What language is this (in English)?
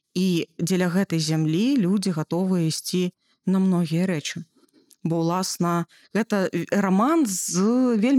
Belarusian